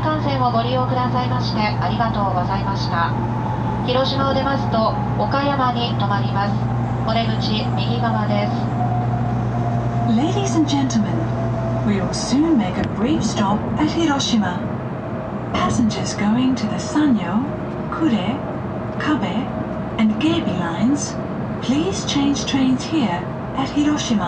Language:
Japanese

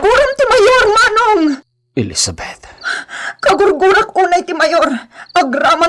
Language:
Iloko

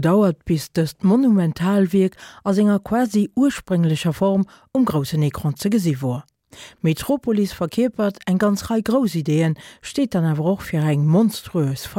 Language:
Luxembourgish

